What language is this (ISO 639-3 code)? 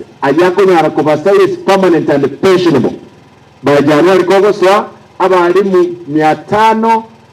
guz